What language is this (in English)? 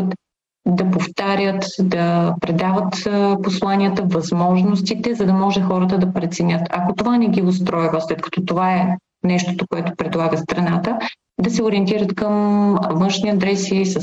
Bulgarian